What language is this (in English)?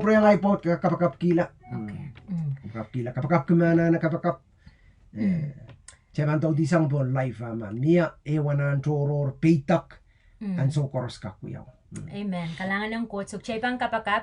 Pohnpeian